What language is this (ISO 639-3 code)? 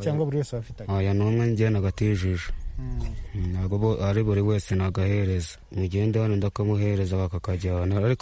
kin